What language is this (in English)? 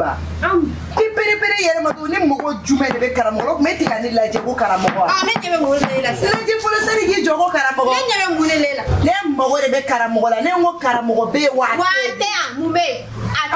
Bambara